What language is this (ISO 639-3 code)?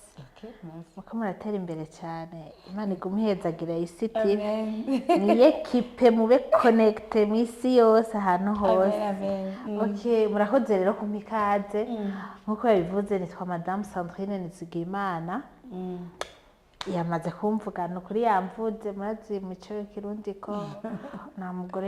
run